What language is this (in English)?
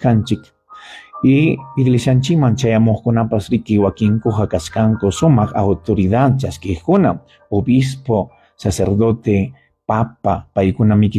Ayacucho Quechua